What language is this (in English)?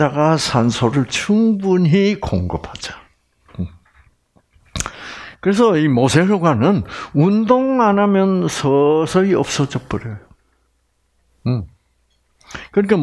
Korean